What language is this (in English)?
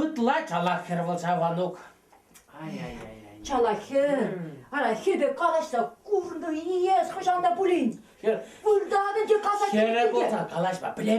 Chuvash